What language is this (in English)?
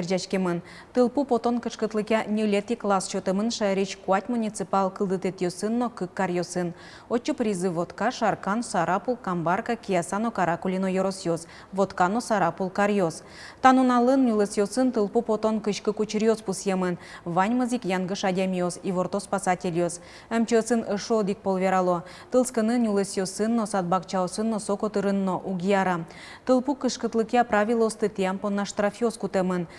Udmurt